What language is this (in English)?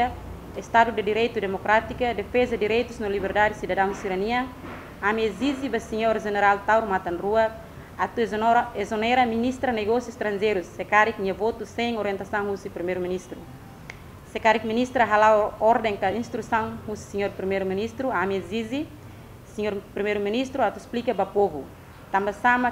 Tetum